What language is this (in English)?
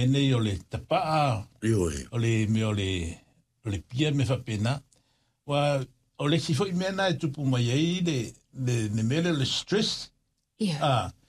Samoan